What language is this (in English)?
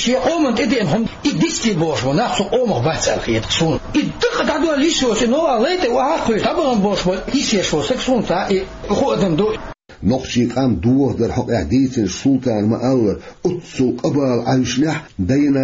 Chechen